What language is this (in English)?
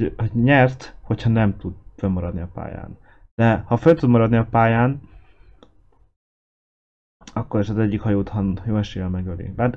Hungarian